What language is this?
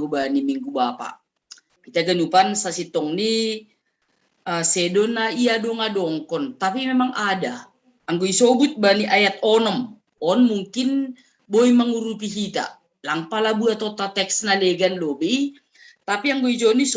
Batak Simalungun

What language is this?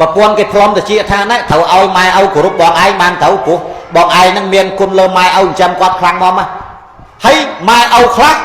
Khmer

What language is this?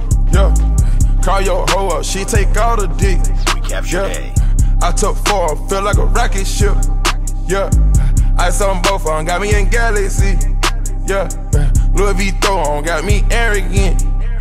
English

